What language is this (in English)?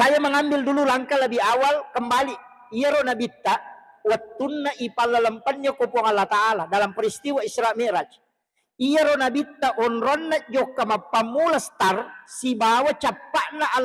Buginese